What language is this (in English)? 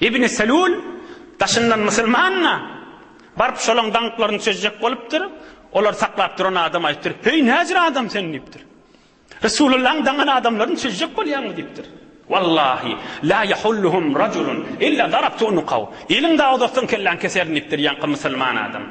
Turkmen